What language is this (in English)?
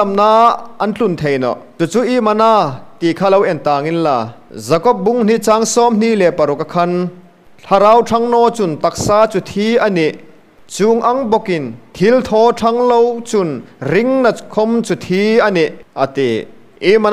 Hmar